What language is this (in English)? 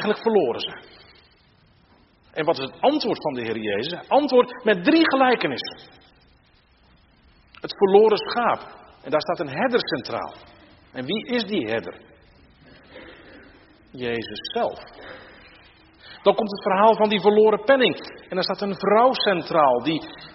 Dutch